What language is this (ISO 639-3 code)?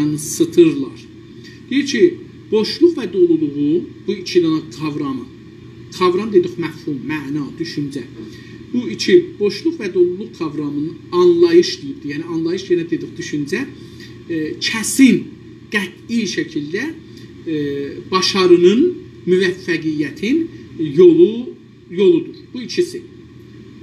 azb